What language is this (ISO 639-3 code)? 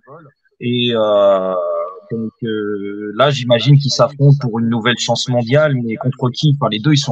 fra